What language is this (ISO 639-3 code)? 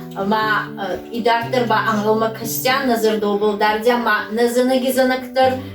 oss